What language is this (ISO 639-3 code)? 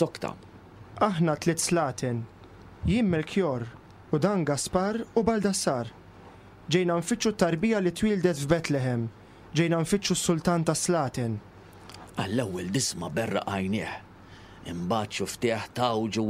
mlt